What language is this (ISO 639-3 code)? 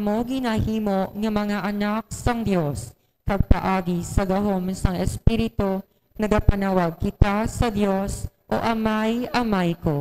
hil